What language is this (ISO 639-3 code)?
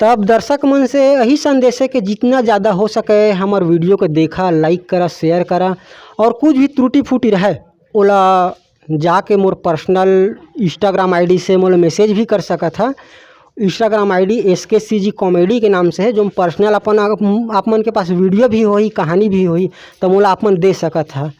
hne